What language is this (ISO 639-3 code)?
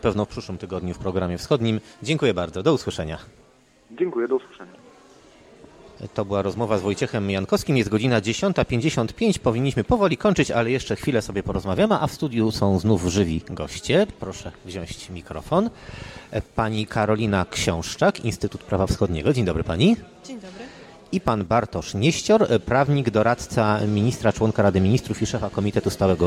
pol